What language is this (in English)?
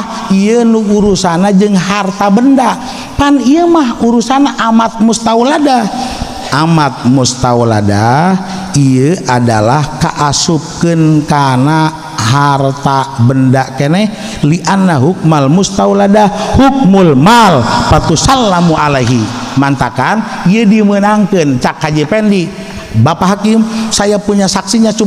Sundanese